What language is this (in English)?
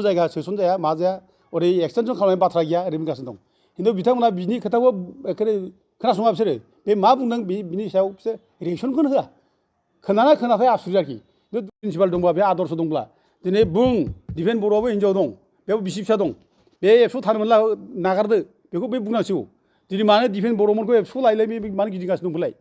Bodo